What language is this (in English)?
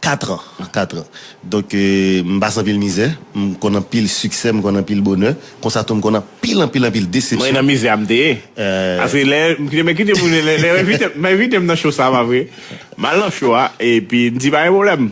Haitian Creole